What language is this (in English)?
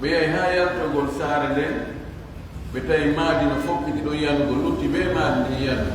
Fula